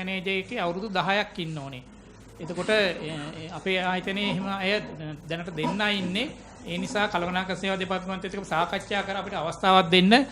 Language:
Sinhala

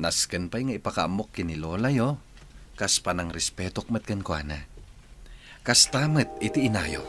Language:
Iloko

